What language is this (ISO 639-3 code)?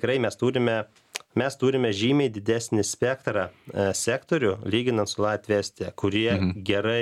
lit